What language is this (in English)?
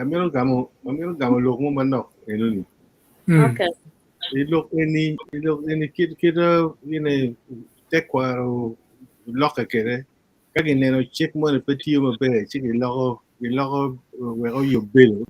Acoli